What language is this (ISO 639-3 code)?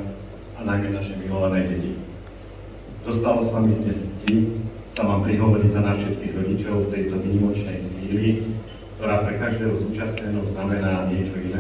slk